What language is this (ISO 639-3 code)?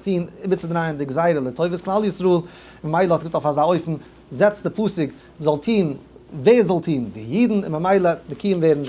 yid